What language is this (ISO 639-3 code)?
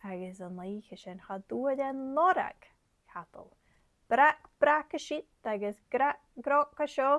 gla